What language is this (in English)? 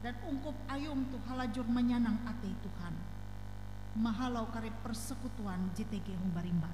Ngaju